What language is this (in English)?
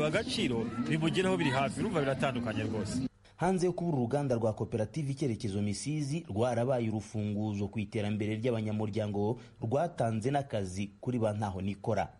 Kinyarwanda